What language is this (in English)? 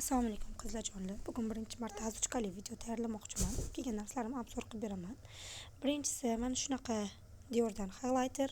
Uzbek